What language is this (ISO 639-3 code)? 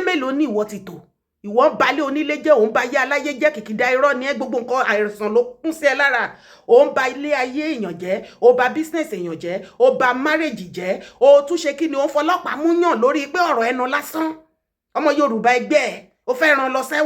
yor